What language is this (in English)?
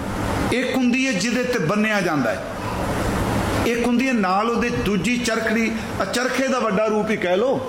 Punjabi